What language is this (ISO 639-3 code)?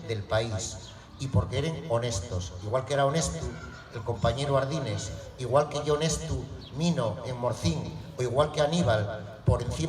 ast